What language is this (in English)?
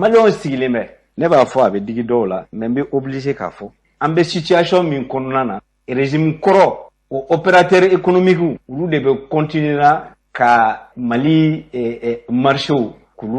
Bambara